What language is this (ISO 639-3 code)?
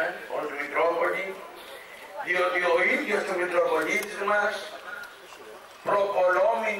ell